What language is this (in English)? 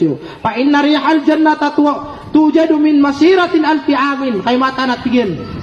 Maranao